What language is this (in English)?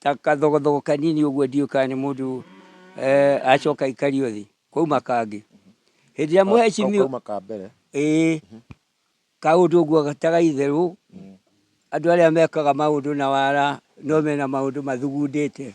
Kikuyu